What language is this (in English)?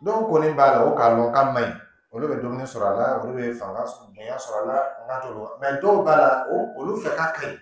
Dyula